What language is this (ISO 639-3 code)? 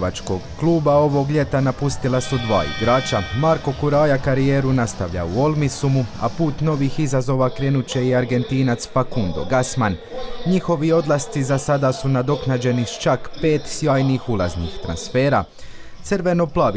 hrv